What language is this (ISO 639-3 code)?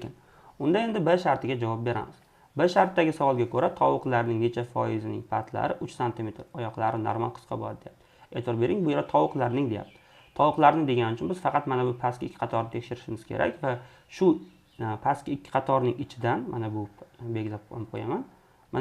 uzb